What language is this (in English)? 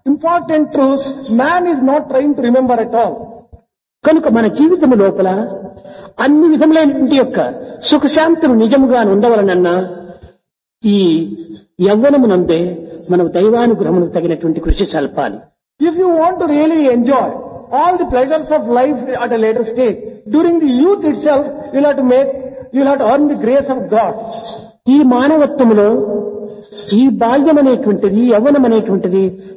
Telugu